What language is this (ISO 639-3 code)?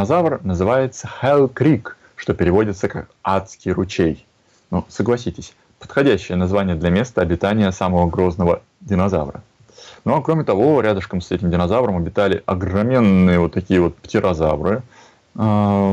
rus